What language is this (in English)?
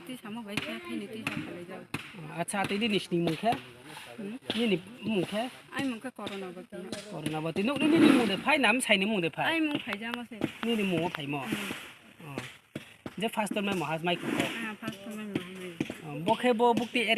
Riang (India)